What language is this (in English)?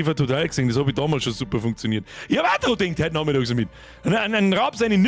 Bavarian